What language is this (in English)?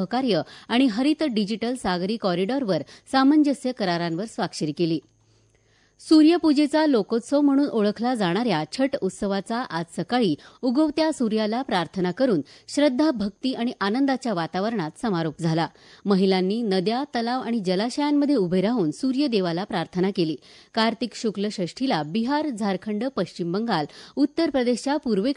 Marathi